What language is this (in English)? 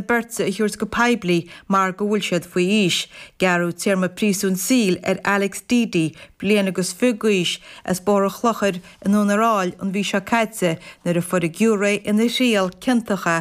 Irish